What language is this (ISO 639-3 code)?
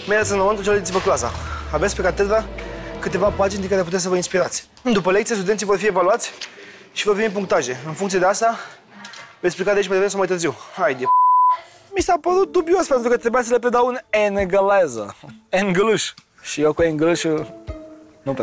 ron